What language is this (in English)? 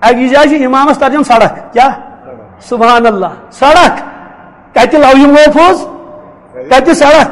Kashmiri